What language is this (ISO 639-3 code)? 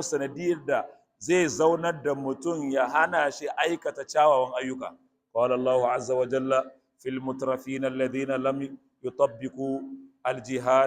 hau